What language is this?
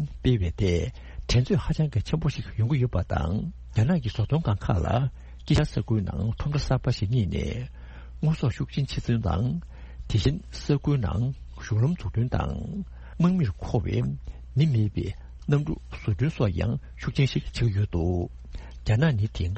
Tibetan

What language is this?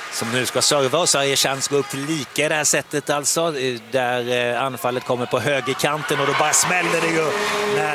Swedish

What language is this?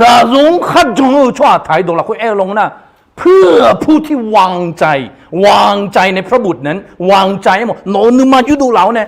Akha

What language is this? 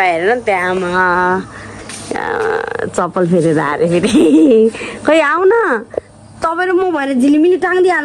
Nepali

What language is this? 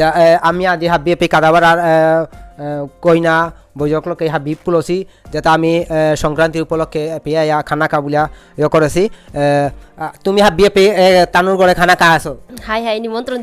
Bishnupriya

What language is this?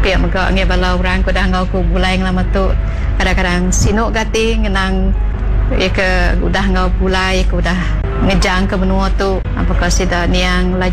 Iban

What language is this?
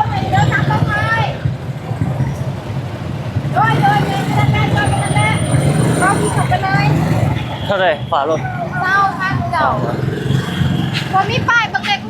Lao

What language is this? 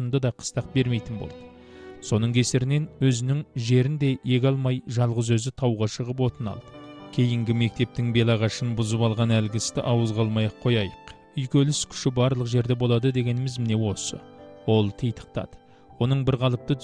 Kazakh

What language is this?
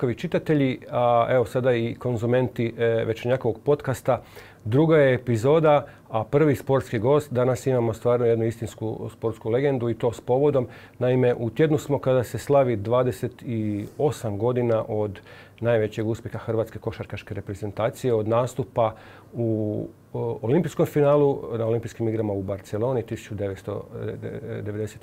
Croatian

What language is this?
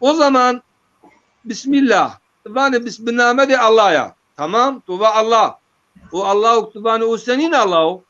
Zaza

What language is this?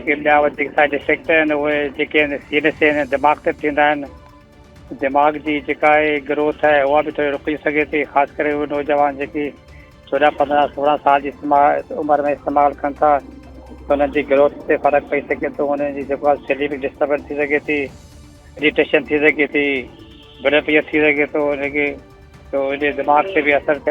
Sindhi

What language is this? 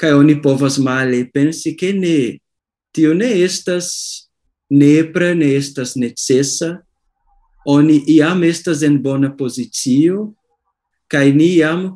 Esperanto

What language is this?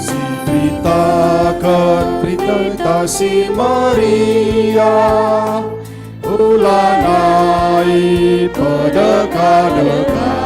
Batak Karo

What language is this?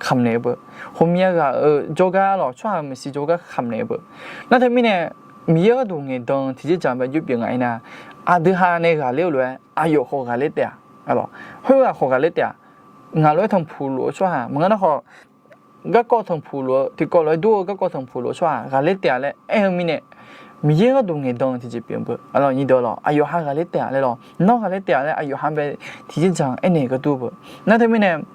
Akha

